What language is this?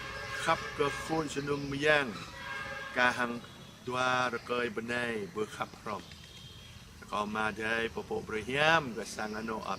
Jarai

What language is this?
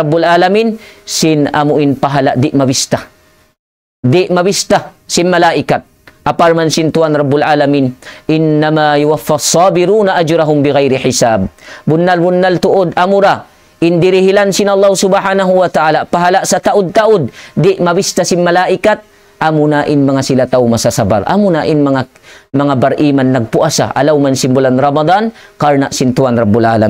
Tausug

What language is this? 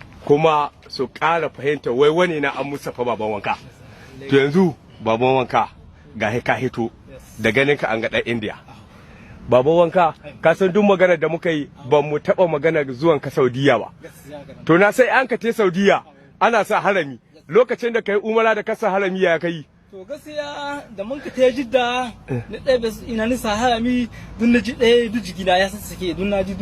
Hausa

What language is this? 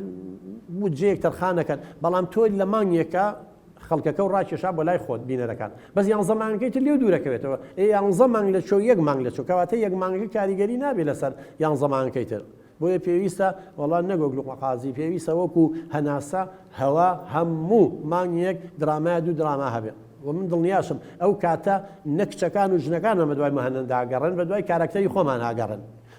Central Kurdish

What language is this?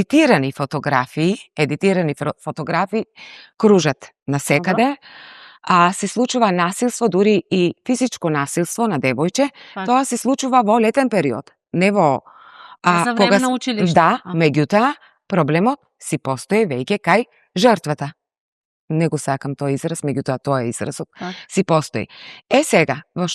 Macedonian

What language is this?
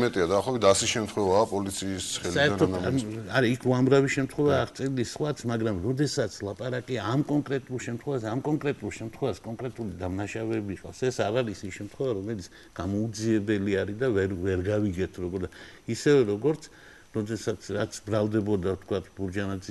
Georgian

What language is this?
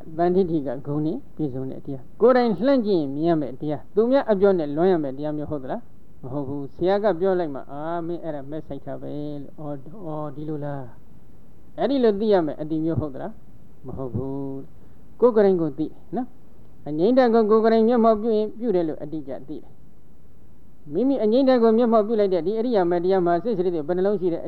Burmese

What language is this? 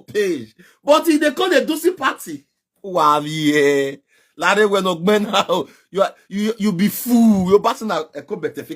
Nigerian Pidgin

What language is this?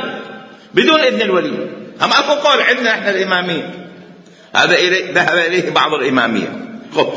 Mesopotamian Arabic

